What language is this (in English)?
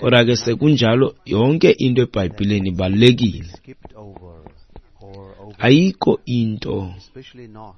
Xhosa